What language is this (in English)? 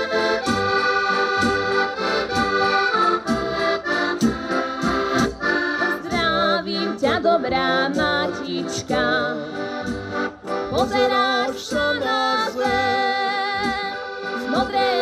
Slovak